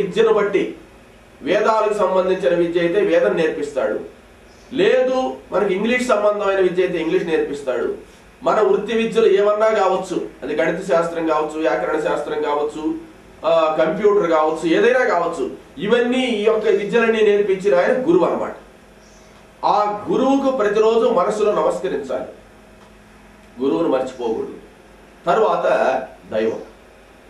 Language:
Telugu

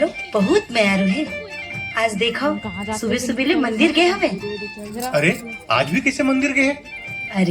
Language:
Chhattisgarhi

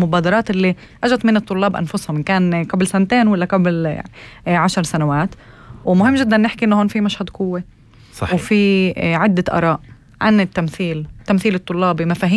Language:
North Levantine Arabic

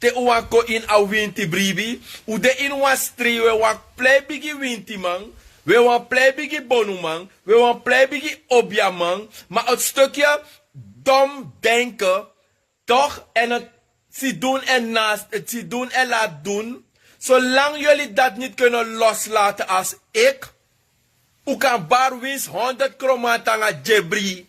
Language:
Sranan Tongo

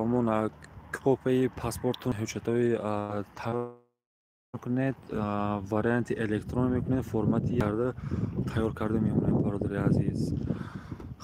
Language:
Tajik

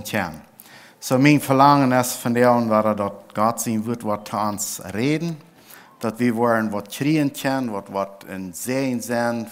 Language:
Plautdietsch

